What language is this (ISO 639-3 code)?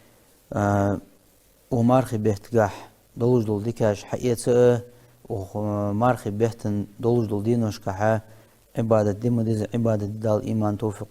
inh